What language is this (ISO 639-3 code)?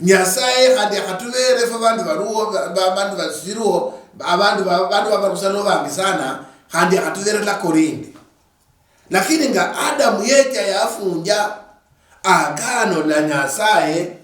luy